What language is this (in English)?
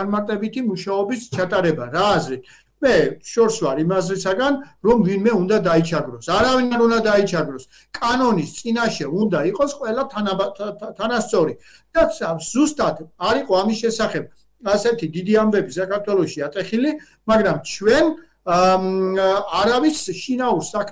Georgian